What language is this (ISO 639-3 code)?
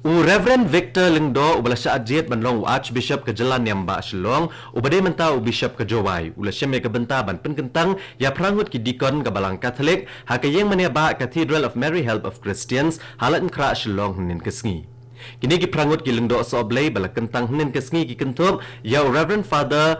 kha